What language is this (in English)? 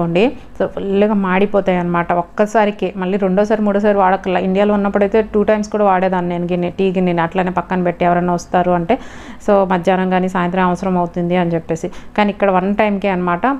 Telugu